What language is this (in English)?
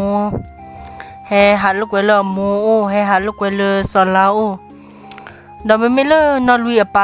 S'gaw Karen